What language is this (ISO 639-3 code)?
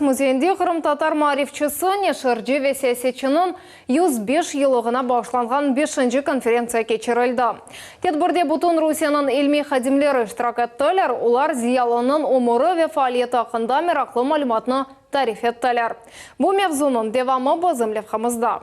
crh